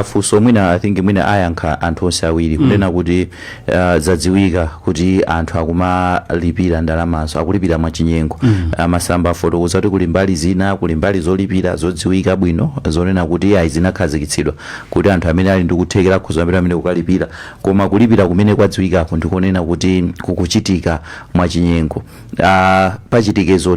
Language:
Nyanja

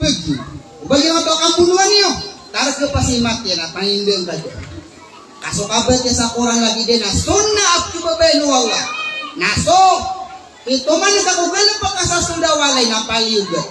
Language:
Maranao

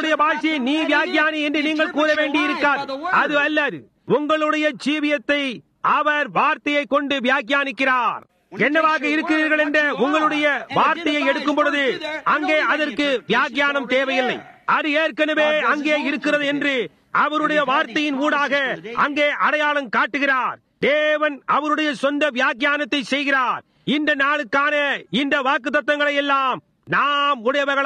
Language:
Tamil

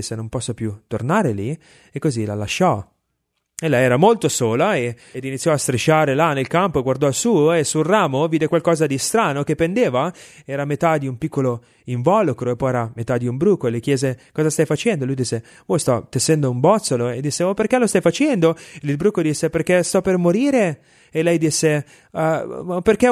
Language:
Italian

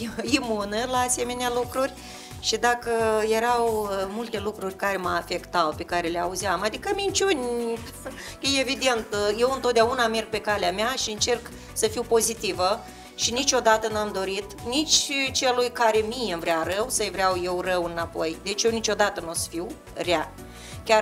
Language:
Romanian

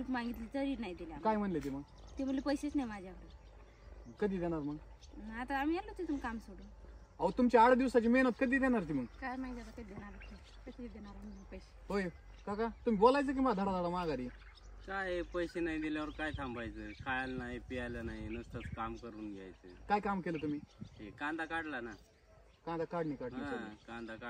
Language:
Marathi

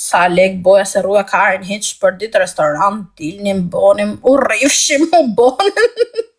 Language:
Albanian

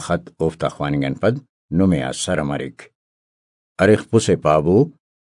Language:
Brahui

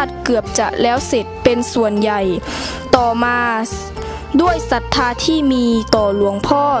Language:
Thai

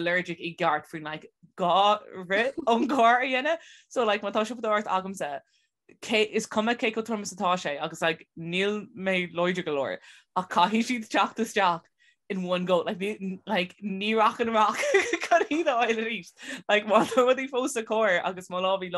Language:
Irish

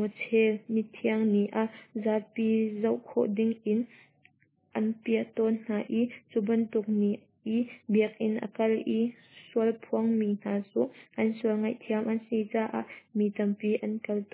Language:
Hakha Chin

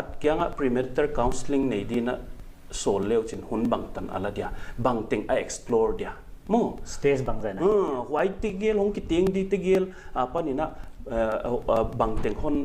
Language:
Paite Chin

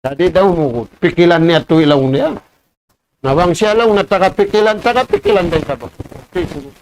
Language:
Tausug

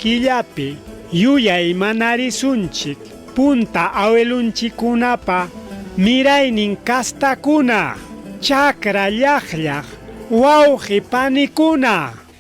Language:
Ayacucho Quechua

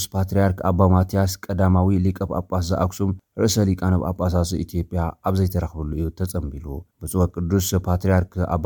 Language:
Tigrinya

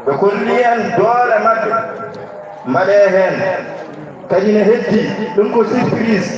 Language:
Fula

